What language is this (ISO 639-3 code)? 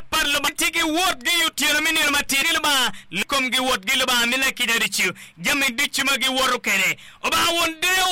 ach